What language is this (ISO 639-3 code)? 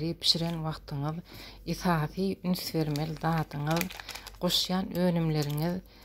tuk